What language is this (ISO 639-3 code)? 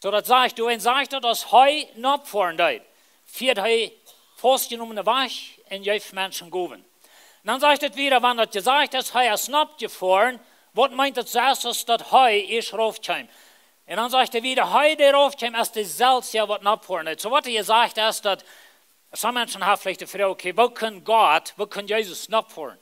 pdt